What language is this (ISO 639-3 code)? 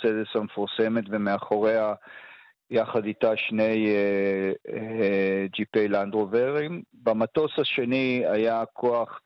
heb